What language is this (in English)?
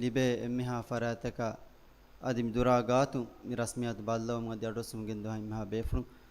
Divehi